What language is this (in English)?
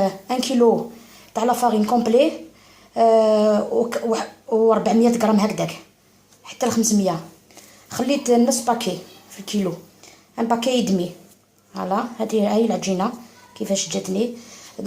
Algerian Arabic